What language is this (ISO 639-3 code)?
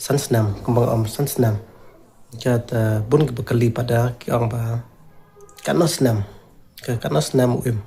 kha